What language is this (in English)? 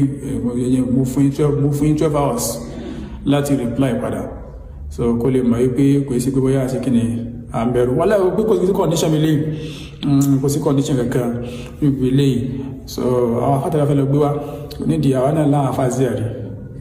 Yoruba